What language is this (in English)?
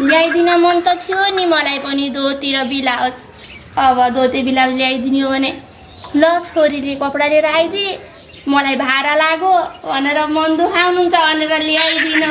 Nepali